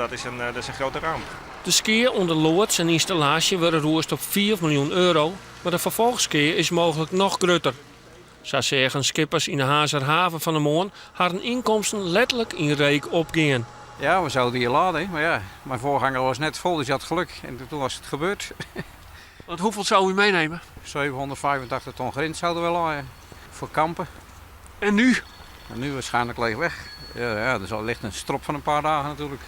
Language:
Western Frisian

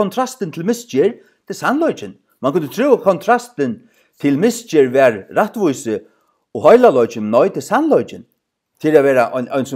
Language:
Faroese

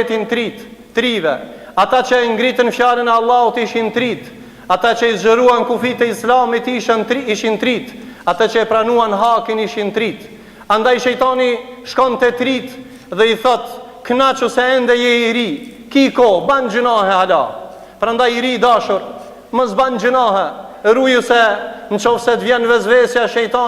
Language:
Albanian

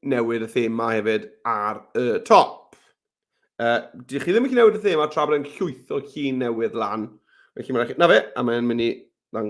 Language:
Welsh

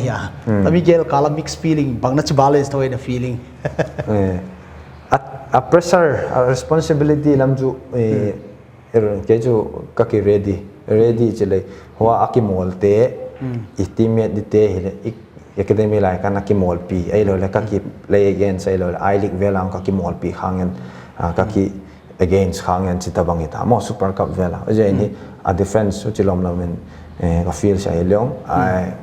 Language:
Paite Chin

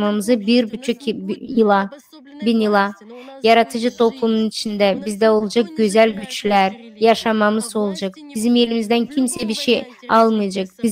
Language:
Gagauz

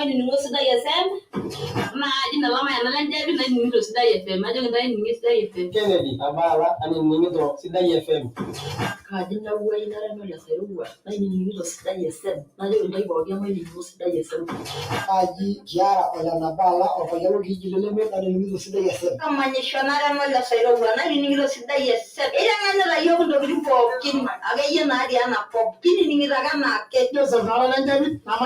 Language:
Masai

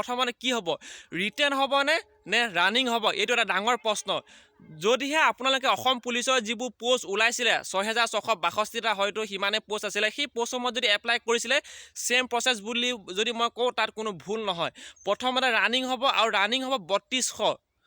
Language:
Assamese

